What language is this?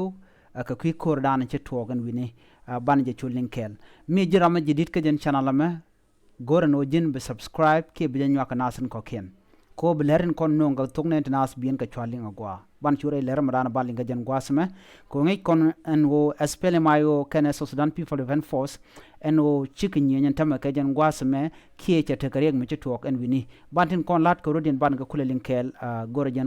Nuer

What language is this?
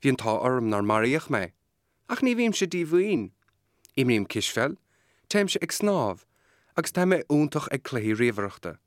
Irish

